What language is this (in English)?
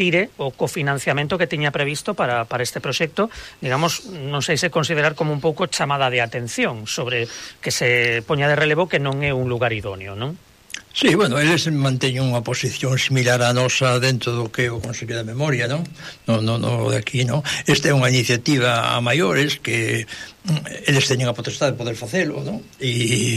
Galician